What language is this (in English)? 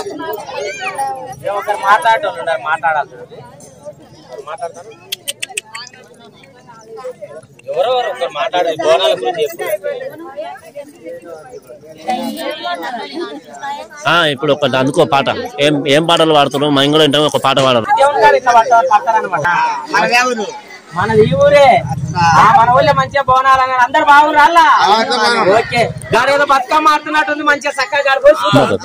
Telugu